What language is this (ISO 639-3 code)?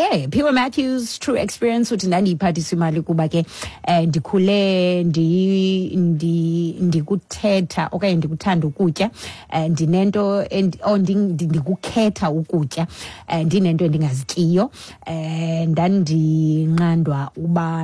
xho